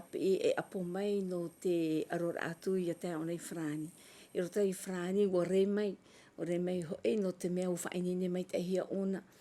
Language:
Tahitian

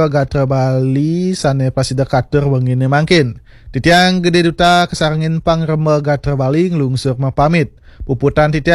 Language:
Balinese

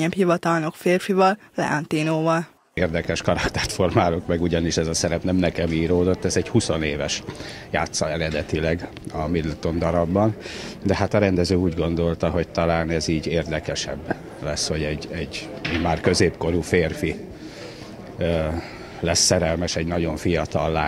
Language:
Hungarian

